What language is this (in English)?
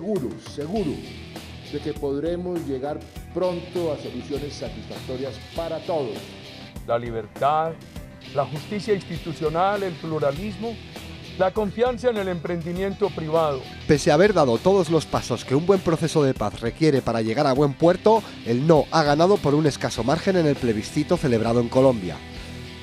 Spanish